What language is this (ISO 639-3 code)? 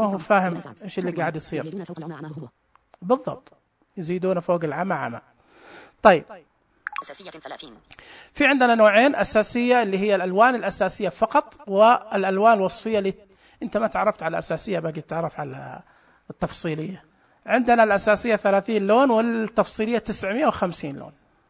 ars